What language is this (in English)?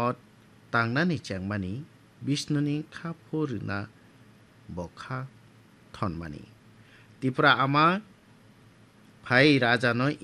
Bangla